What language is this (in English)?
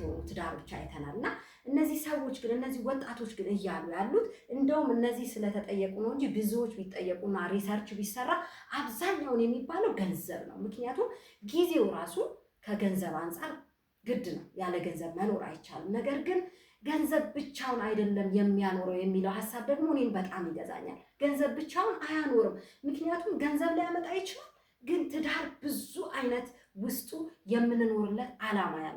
Amharic